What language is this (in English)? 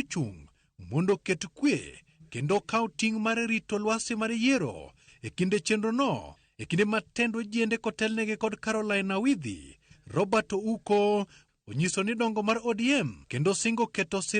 Luo (Kenya and Tanzania)